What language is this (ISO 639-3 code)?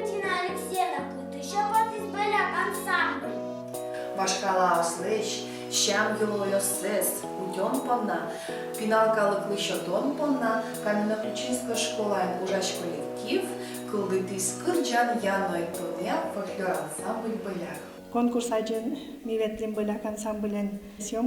udm